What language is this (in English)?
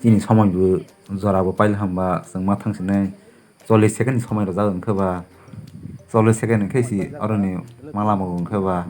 Kok Borok